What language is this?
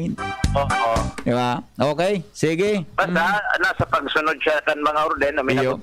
Bikol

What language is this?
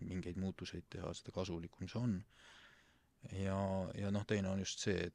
Estonian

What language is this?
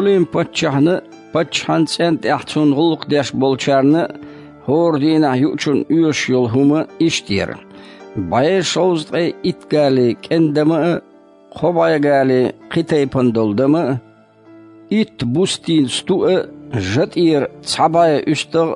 Chechen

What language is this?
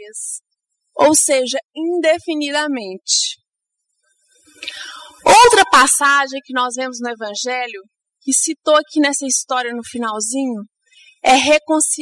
Portuguese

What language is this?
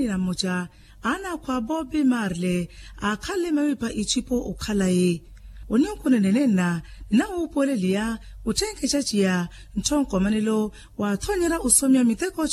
Makhuwa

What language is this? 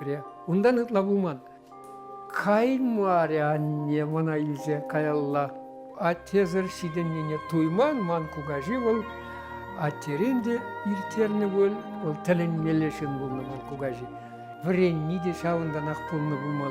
Chuvash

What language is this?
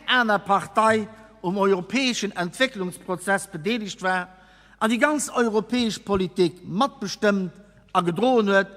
Luxembourgish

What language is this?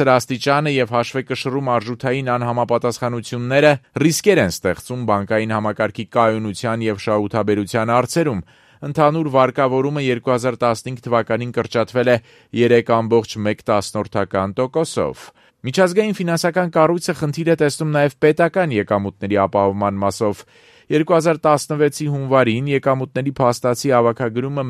Armenian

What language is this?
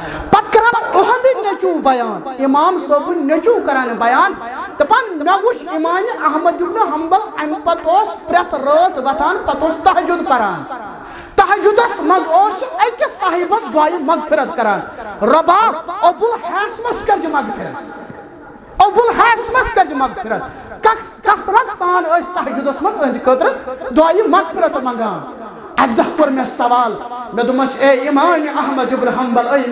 Kashmiri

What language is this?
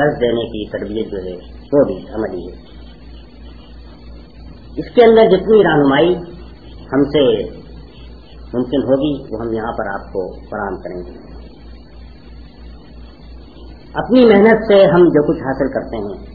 Urdu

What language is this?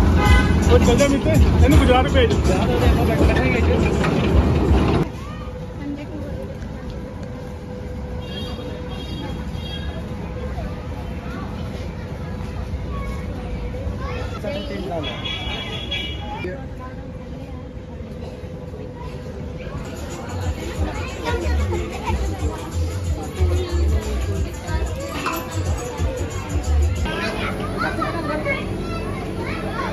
Punjabi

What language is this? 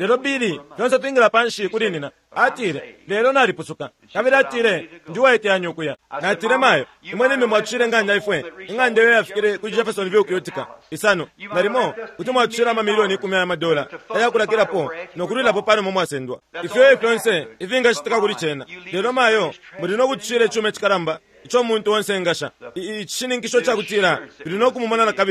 Bemba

